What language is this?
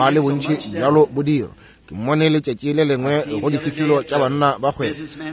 Northern Sotho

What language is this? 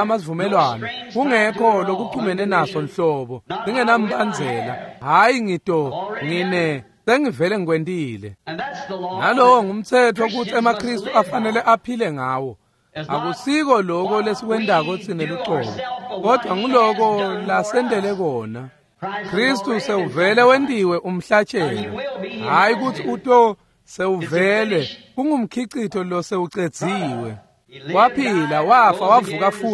Swati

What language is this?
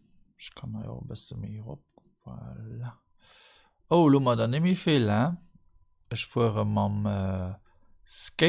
Luxembourgish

